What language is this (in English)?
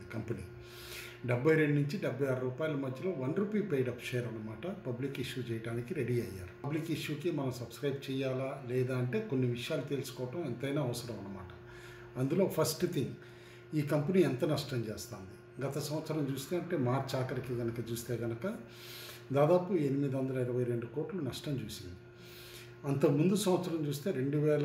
Telugu